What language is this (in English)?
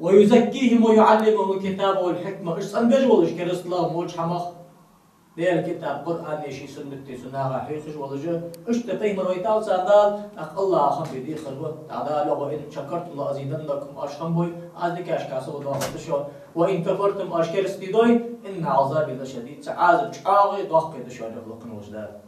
Ingush